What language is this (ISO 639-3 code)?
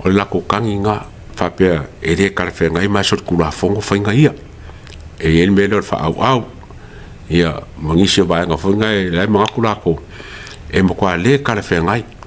smo